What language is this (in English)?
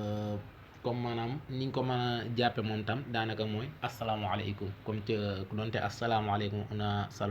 Wolof